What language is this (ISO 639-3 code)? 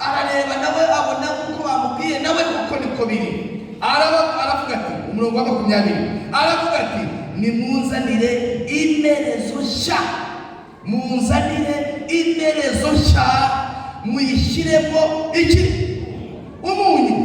kin